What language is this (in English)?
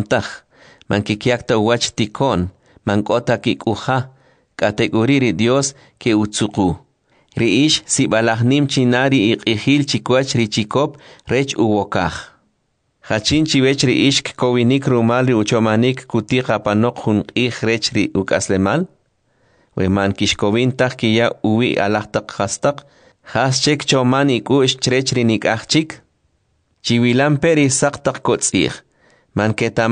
Kʼicheʼ